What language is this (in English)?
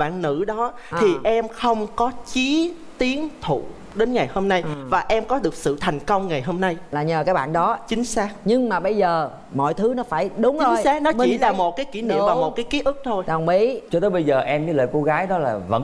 Vietnamese